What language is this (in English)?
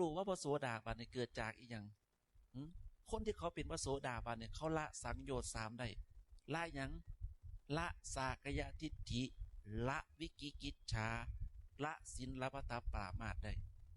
Northeastern Thai